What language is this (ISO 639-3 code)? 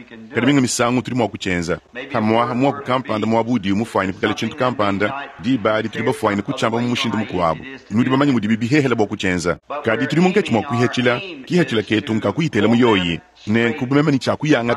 lua